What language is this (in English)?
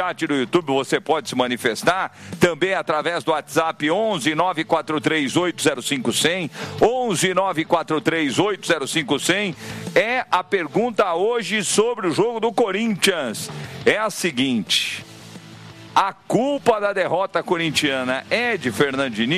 Portuguese